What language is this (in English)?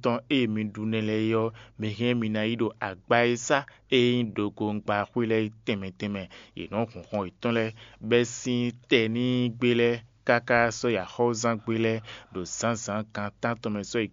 Fon